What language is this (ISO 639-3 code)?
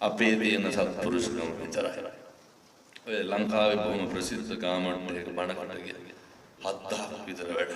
sin